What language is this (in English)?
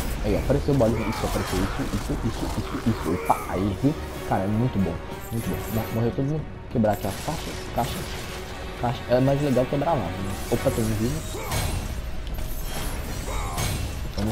Portuguese